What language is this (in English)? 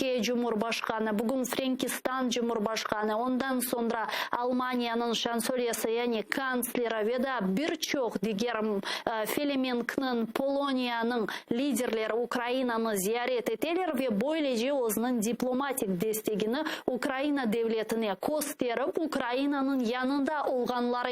Crimean Tatar